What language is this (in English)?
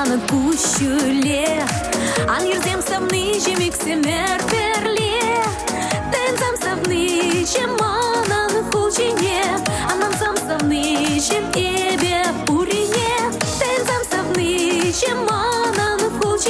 Chuvash